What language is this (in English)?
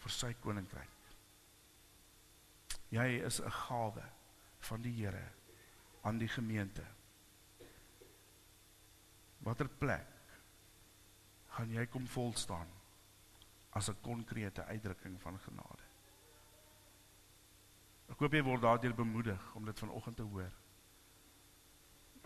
Afrikaans